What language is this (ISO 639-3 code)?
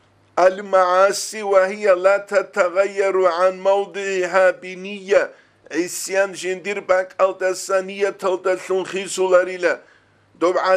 ava